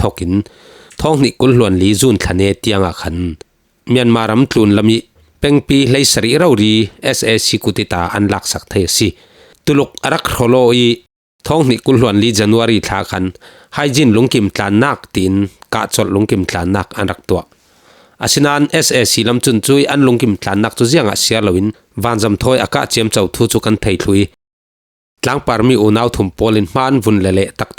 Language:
Falam Chin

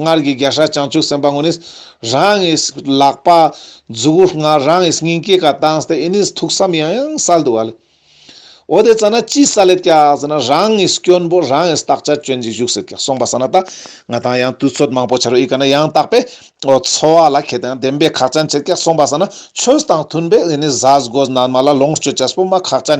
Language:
Ladakhi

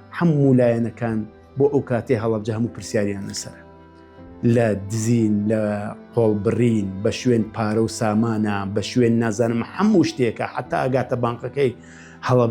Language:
Central Kurdish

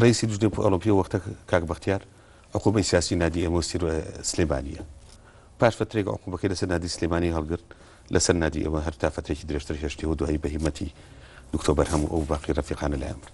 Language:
Central Kurdish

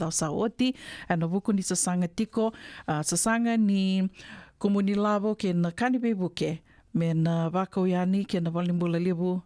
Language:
Fijian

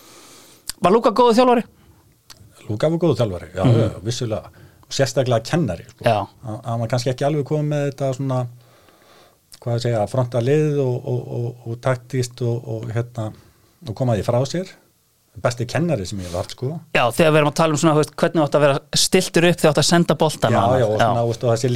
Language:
Icelandic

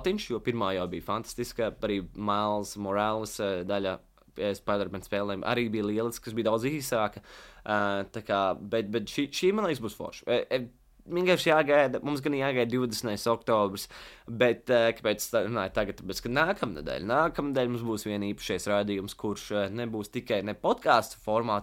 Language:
Latvian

